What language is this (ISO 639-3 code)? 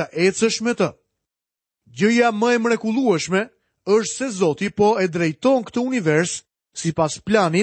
sqi